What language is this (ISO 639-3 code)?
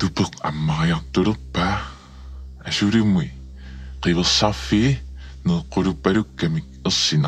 kal